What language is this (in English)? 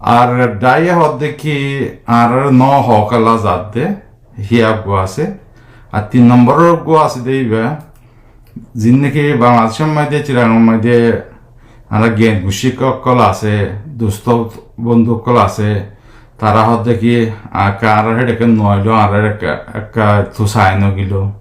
Rohingya